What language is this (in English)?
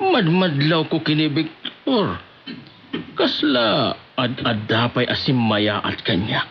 Iloko